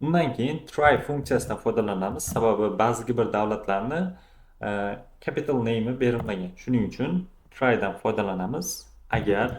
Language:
Uzbek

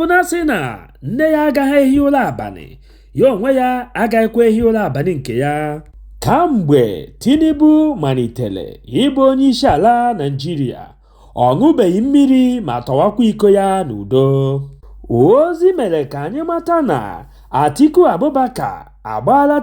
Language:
Igbo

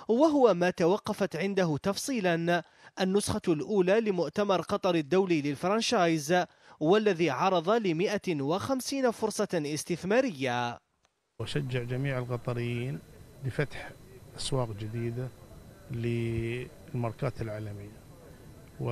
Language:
Arabic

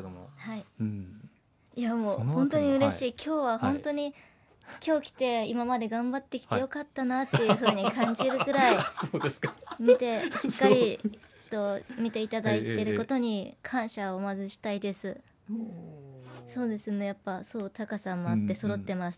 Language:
Japanese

